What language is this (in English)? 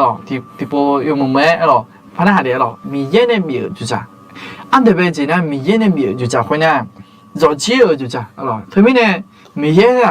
Akha